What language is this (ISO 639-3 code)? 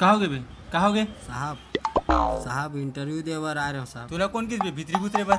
hne